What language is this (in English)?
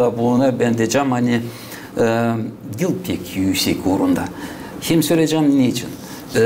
Gagauz